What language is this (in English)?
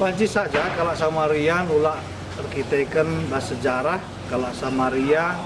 Batak Karo